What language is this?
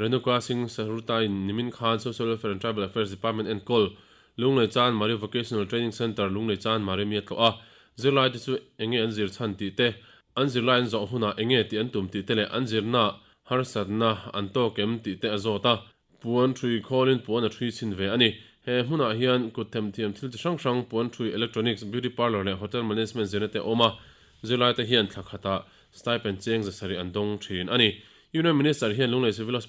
Mizo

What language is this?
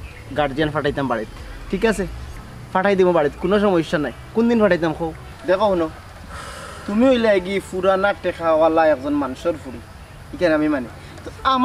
Sylheti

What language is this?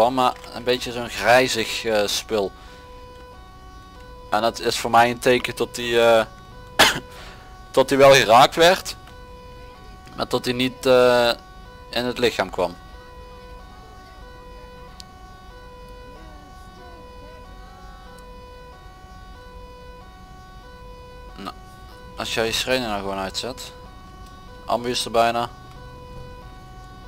Dutch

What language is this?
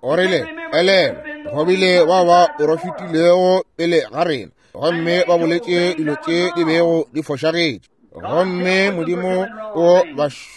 Northern Sotho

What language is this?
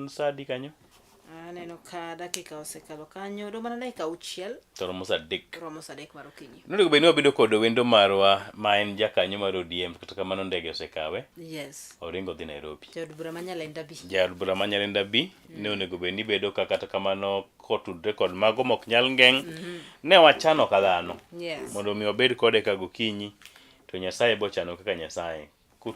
Luo (Kenya and Tanzania)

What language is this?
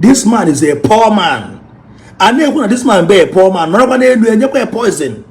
Igbo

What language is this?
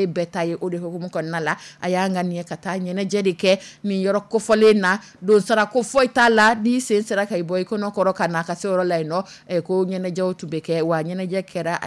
Dyula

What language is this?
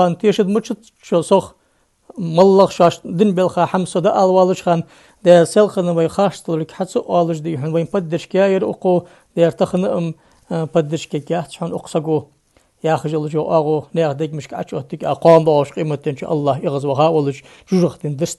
Ingush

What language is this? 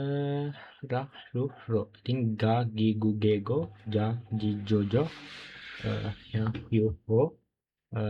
Sinhala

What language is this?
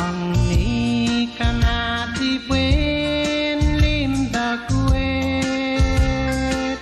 Pohnpeian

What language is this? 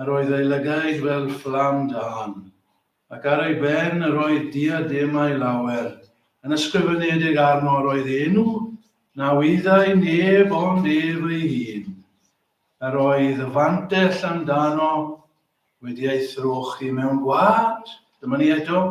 Welsh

